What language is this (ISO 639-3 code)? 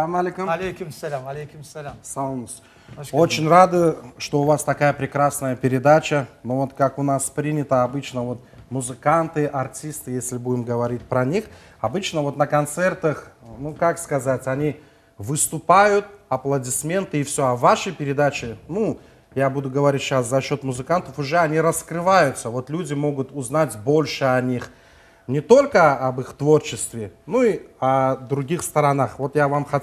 crh